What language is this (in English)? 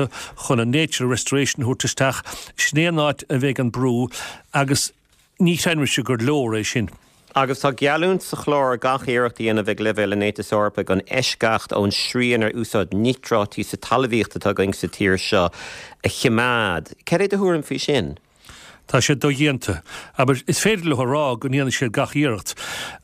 Irish